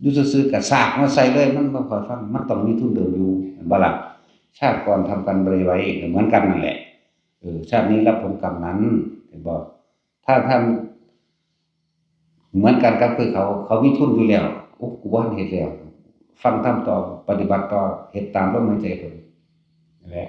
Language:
Northeastern Thai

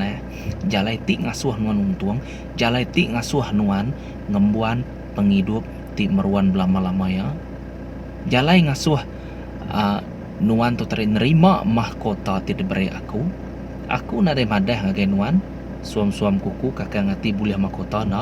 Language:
Iban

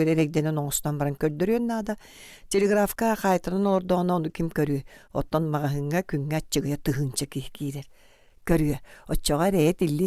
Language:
Yakut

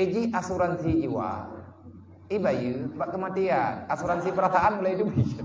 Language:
Achinese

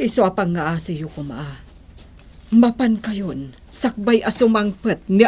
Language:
Iloko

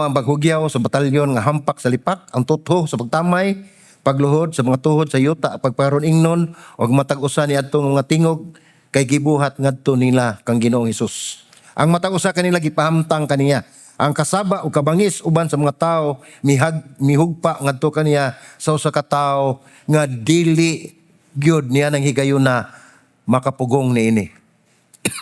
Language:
Cebuano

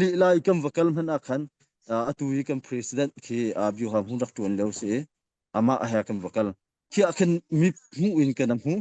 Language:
Hakha Chin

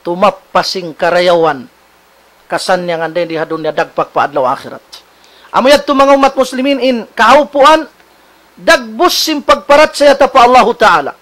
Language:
Tausug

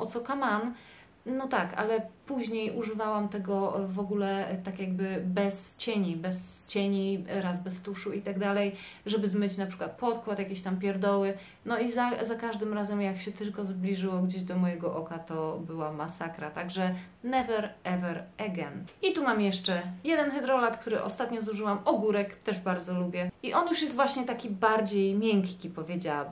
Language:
Polish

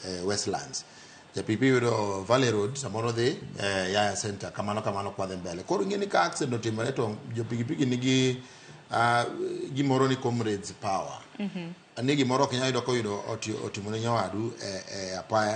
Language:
Luo (Kenya and Tanzania)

